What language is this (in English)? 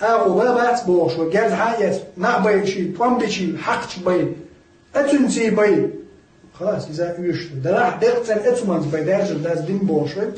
Chechen